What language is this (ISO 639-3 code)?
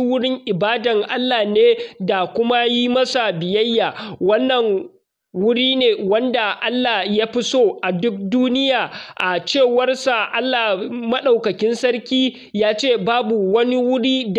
hau